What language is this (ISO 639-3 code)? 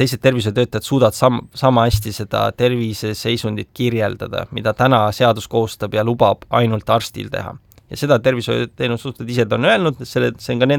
est